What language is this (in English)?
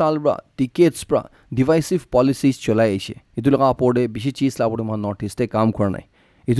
Naga Pidgin